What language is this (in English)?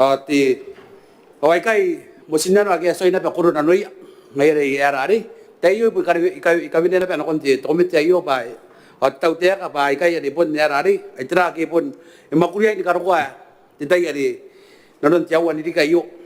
Gilbertese